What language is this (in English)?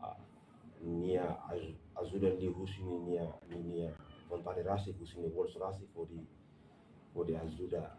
Tetum